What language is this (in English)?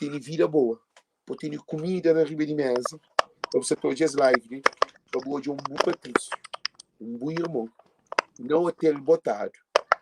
Kabuverdianu